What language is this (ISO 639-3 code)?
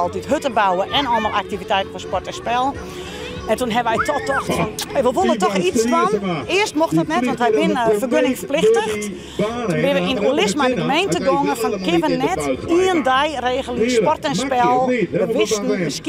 fry